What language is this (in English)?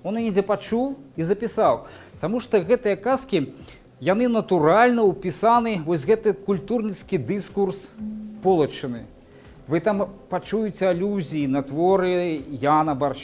Belarusian